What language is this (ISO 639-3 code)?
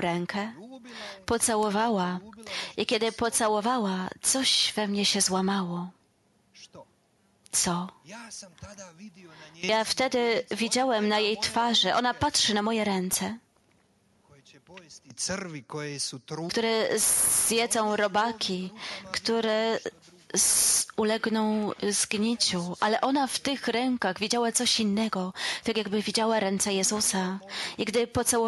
pol